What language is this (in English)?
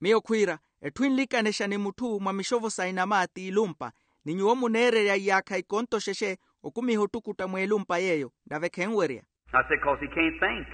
Makhuwa